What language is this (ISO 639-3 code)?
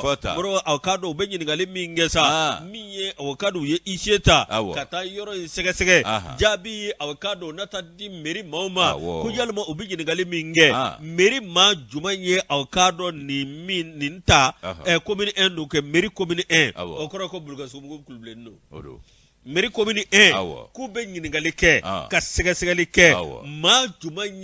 bam